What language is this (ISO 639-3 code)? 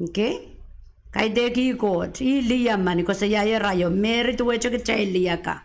pon